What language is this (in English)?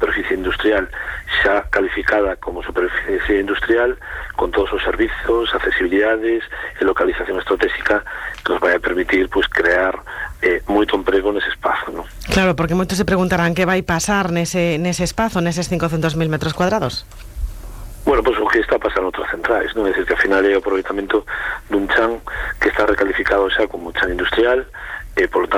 Galician